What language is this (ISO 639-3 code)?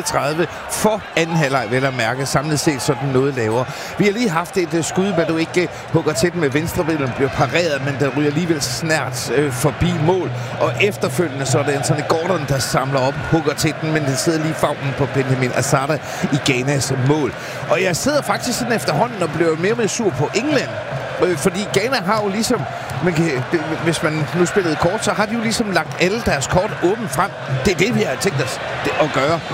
dan